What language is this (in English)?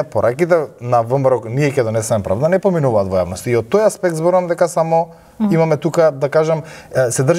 Macedonian